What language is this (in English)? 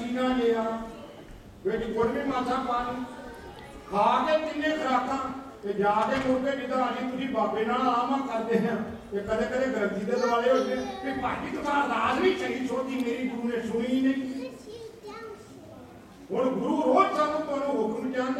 Punjabi